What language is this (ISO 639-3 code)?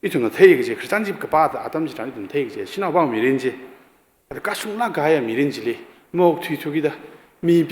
nmf